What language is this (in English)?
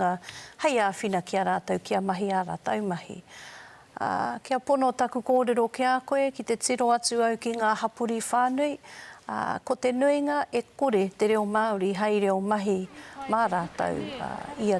Māori